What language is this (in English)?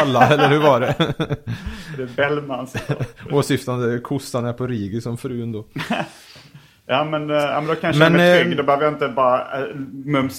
Swedish